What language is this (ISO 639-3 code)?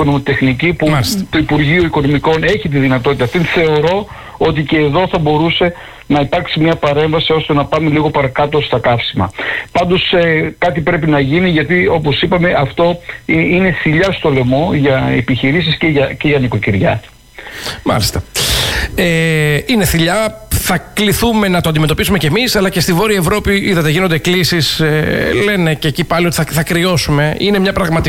ell